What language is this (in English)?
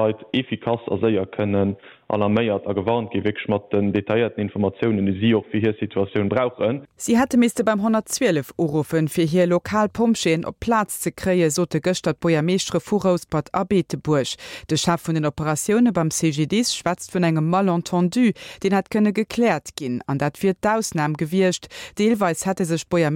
Luxembourgish